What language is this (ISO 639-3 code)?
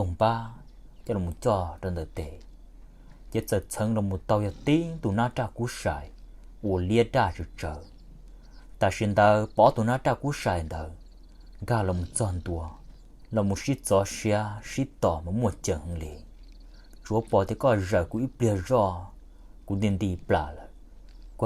hmn